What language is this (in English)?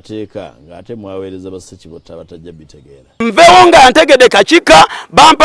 Ganda